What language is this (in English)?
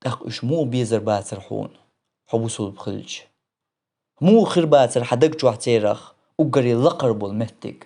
Chechen